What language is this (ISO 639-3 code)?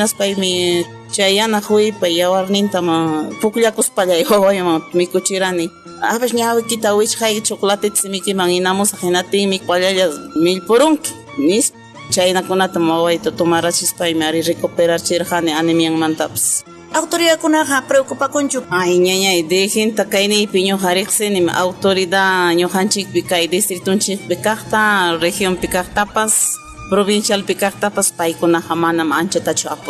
quy